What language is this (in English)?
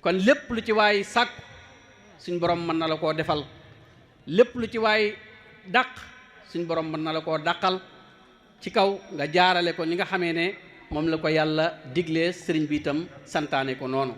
Wolof